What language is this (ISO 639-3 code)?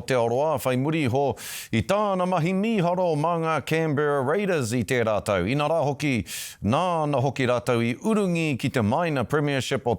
mri